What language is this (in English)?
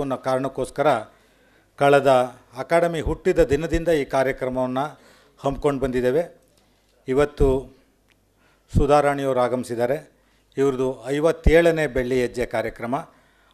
Kannada